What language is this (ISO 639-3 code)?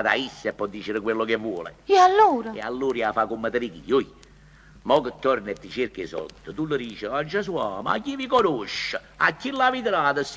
nap